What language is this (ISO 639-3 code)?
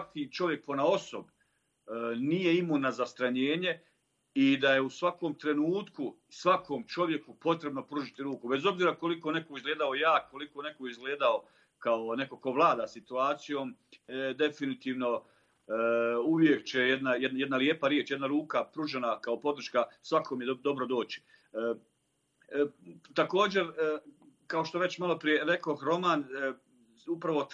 bos